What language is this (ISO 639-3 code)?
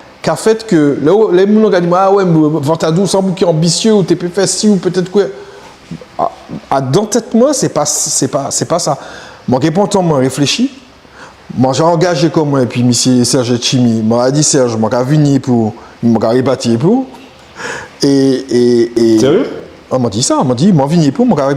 gcf